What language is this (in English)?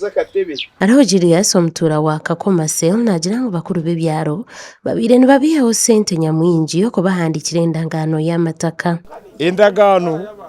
Nyankole